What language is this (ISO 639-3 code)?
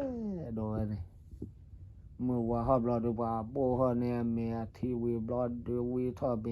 ksw